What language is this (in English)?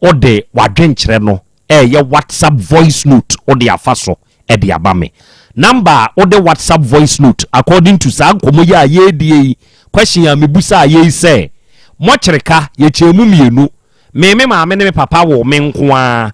Akan